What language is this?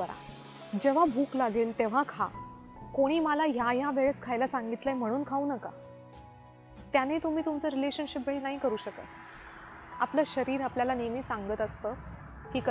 Marathi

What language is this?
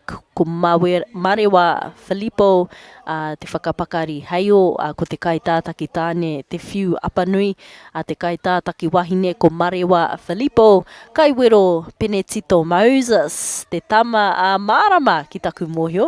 Māori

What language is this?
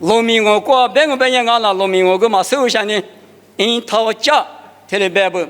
Lisu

